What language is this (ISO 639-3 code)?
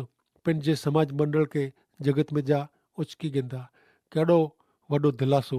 kfr